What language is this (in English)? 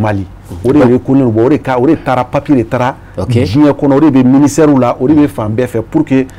Bambara